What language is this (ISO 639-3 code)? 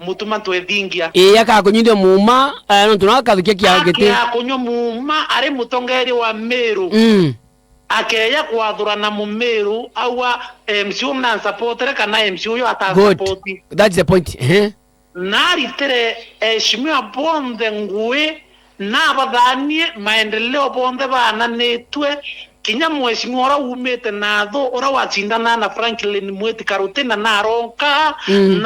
mer